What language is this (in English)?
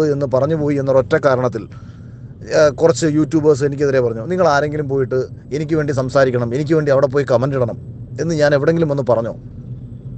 Malayalam